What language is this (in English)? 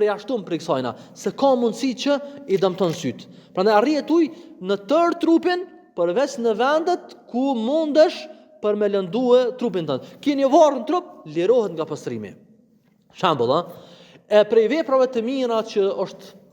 Albanian